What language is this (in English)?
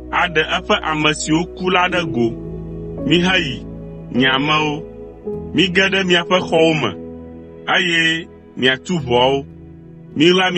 Ewe